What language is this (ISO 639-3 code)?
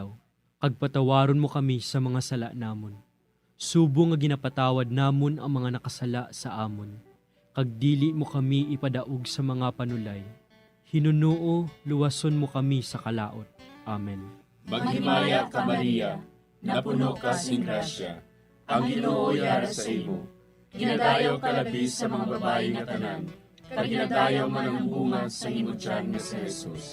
hil